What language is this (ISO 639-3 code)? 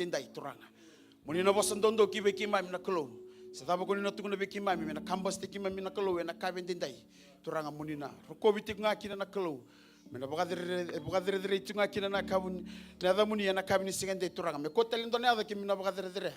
fij